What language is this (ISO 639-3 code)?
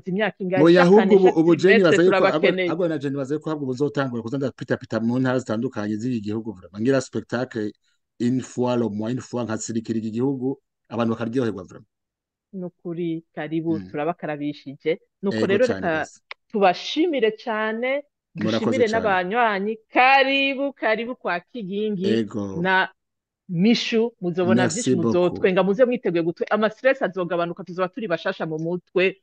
run